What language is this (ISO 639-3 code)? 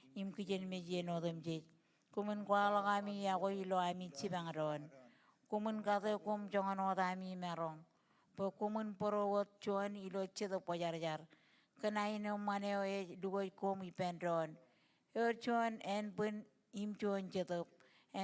mah